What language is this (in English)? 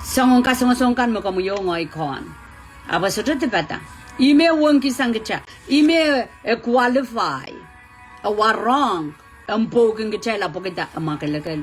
Pohnpeian